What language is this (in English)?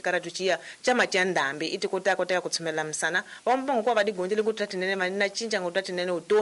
Tsonga